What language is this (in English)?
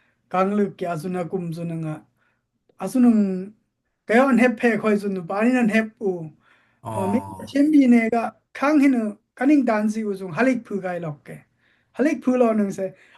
Dimasa